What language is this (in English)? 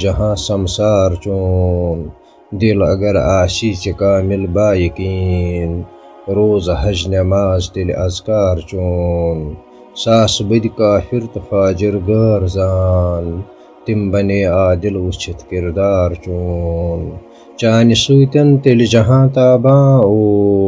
Kashmiri